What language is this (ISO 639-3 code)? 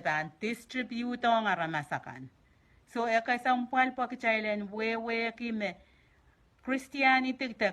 pon